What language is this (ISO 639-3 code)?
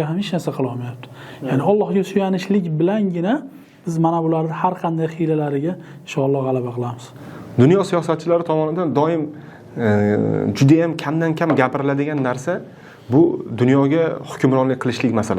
uzb